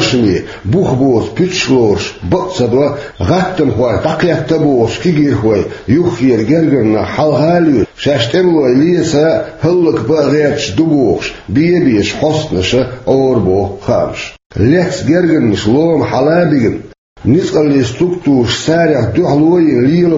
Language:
Russian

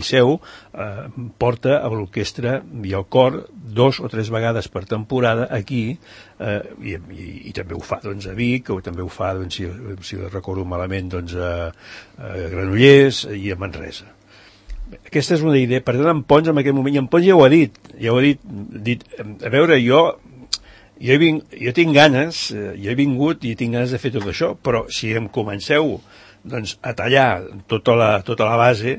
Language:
Catalan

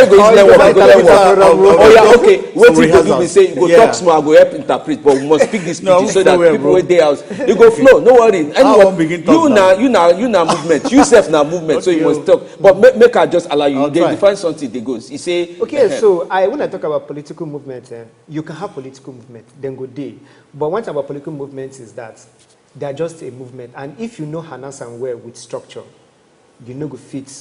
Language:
Nigerian Pidgin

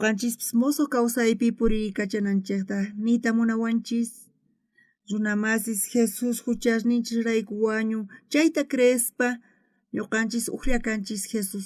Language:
South Bolivian Quechua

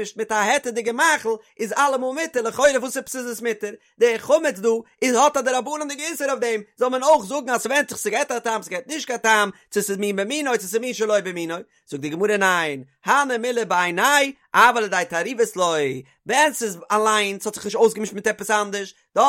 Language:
Yiddish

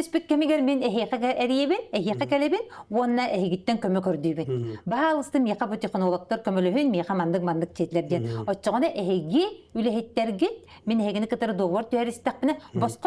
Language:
Yakut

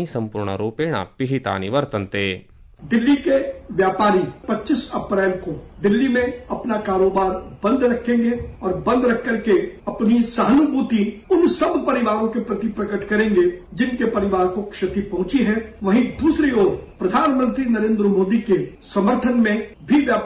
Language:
Sanskrit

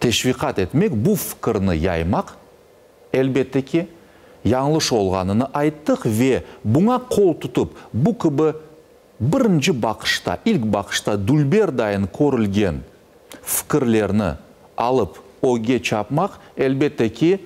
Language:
Crimean Tatar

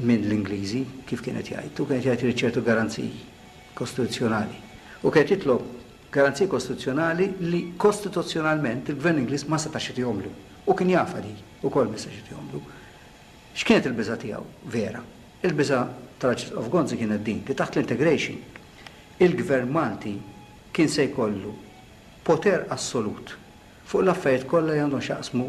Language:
Maltese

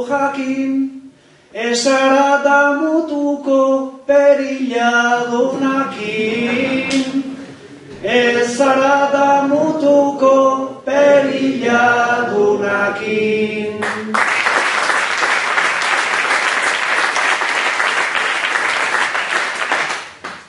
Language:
Basque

